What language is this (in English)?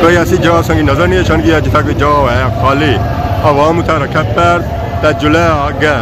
Pahari-Potwari